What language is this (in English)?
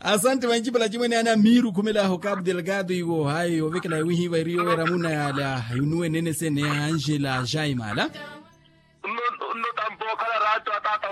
Makhuwa